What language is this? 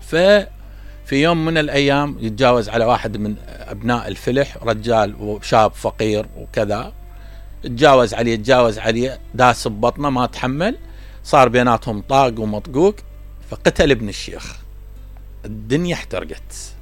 Mesopotamian Arabic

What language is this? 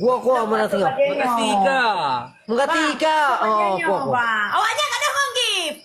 Achinese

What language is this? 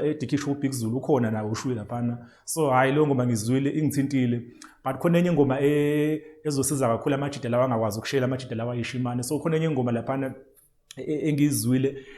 Zulu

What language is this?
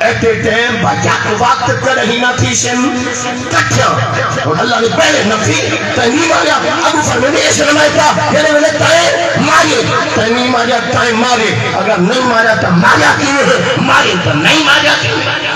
Saraiki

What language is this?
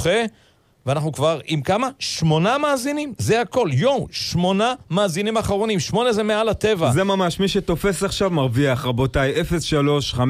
Hebrew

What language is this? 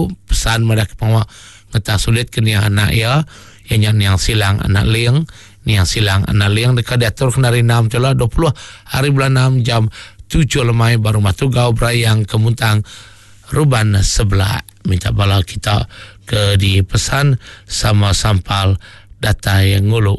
Iban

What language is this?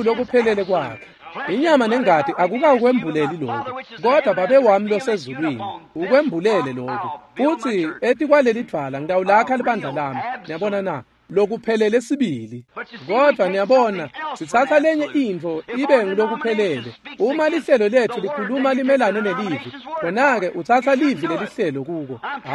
Swati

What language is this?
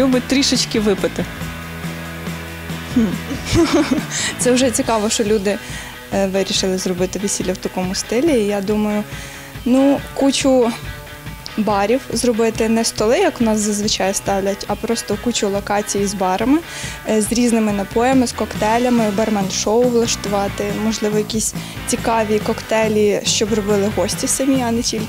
Ukrainian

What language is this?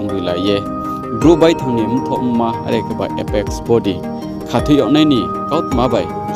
Riang (India)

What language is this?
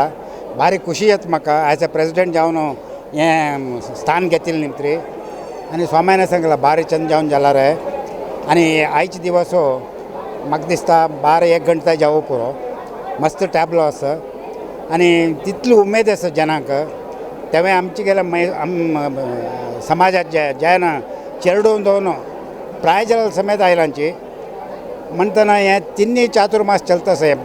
Konkani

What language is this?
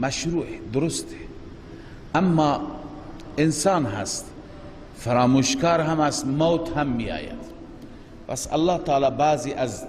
Persian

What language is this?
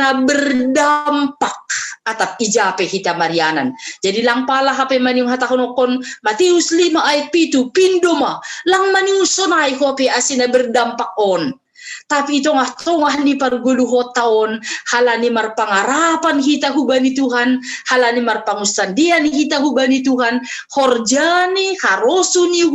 Batak Simalungun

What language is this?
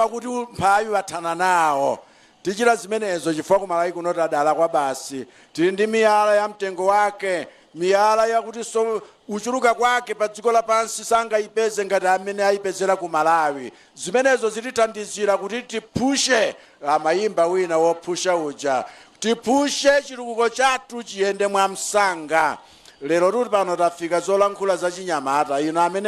Nyanja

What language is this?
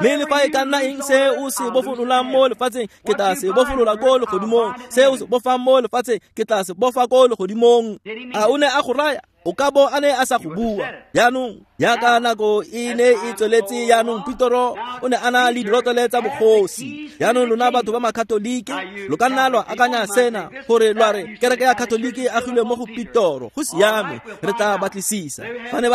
Tswana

